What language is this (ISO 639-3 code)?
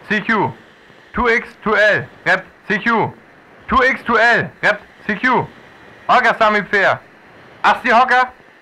frr